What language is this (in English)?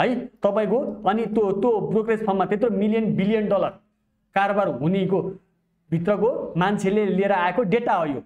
Nepali